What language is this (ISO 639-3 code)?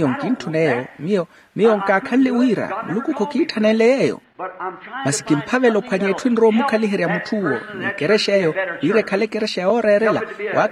vmw